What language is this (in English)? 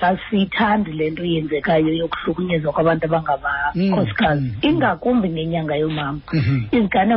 Xhosa